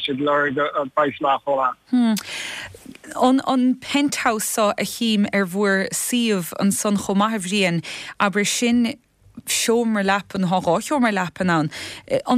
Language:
Irish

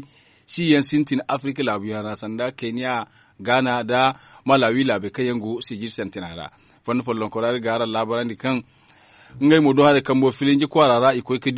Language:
Zarma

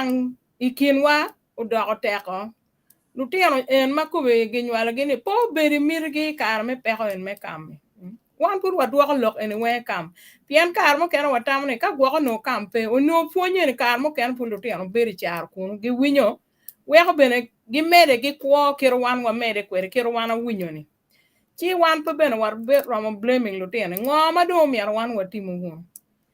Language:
Acoli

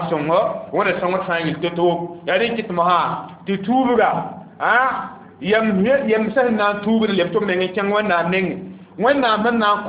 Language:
Mossi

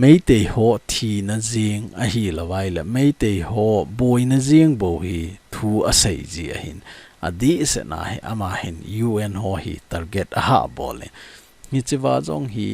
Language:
Thado Chin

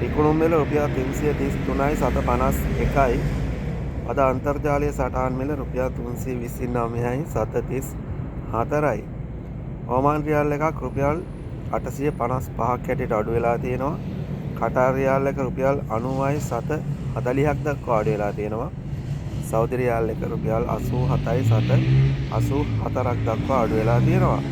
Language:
Sinhala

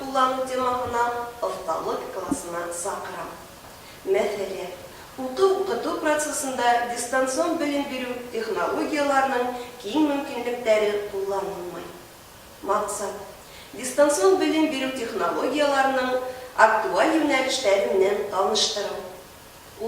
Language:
Bashkir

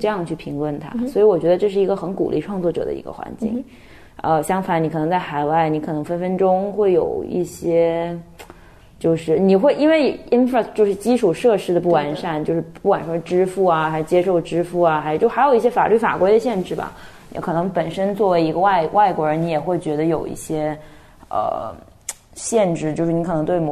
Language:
Chinese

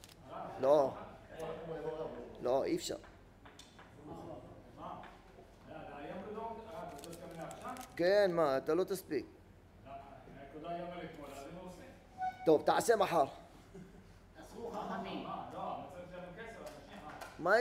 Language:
Hebrew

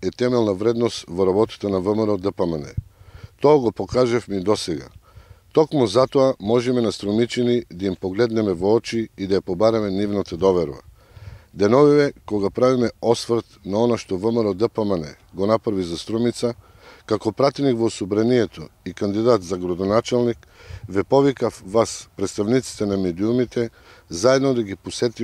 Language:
Macedonian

